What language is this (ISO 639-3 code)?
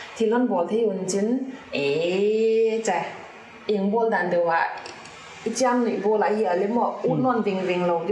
pck